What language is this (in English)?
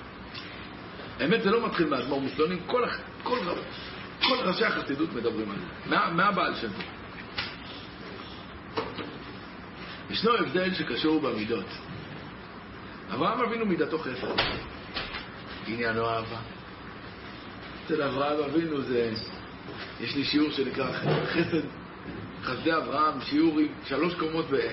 Hebrew